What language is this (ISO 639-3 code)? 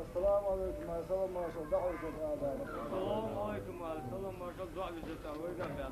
che